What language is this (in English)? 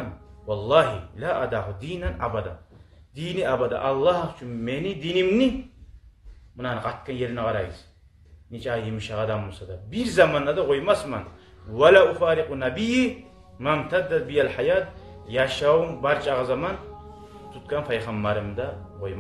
Kumyk